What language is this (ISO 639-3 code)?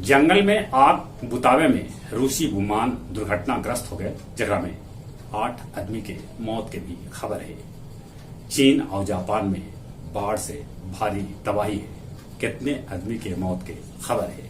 mag